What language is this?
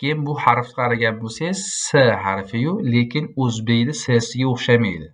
Uzbek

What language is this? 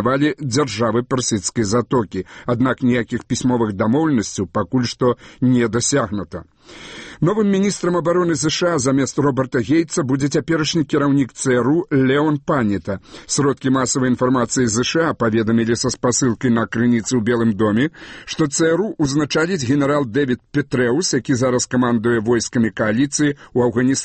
Belarusian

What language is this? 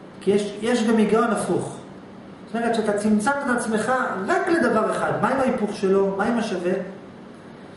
Hebrew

